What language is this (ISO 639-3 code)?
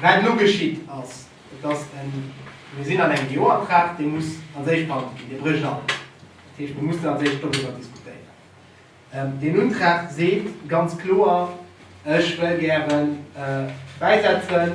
ltz